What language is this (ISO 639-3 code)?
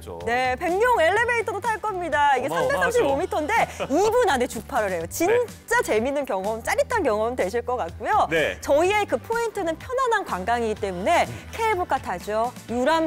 kor